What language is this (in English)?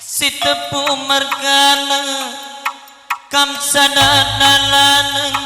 Batak Karo